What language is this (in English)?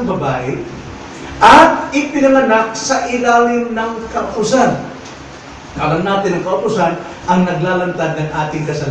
Filipino